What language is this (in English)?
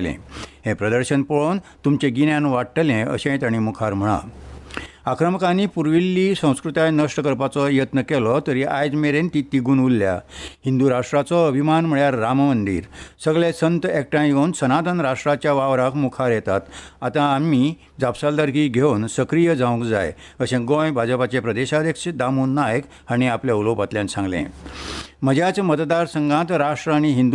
Konkani